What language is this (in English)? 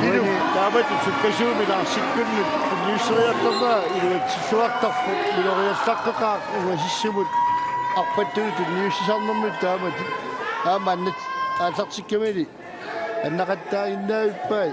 Kalaallisut